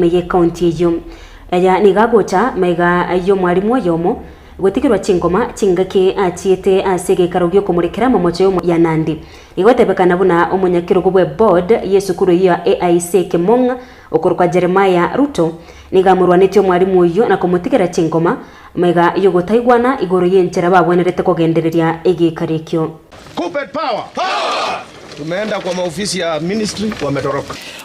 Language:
Gusii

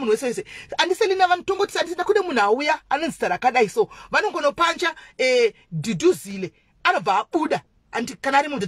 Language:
Shona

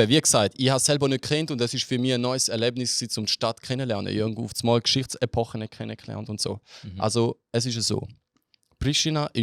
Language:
Swiss German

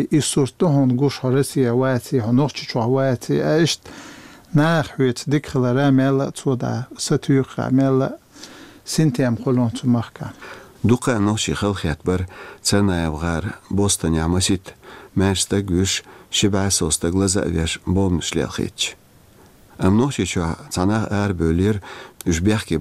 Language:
Chechen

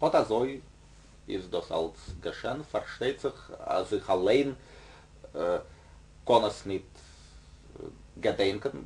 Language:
Yiddish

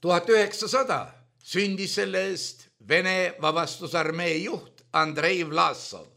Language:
Estonian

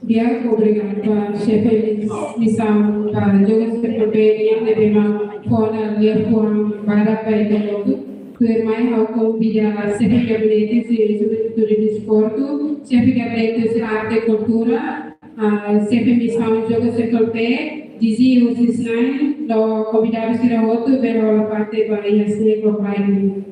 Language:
Tetum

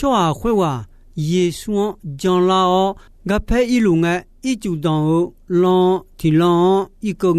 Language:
Akha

